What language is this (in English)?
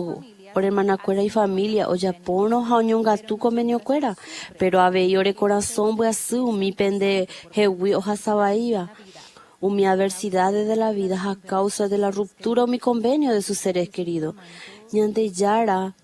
Guarani